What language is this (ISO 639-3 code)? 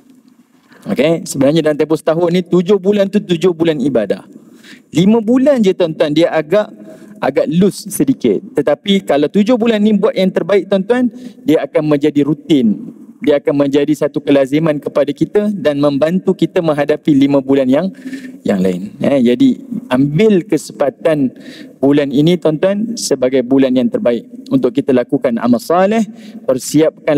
msa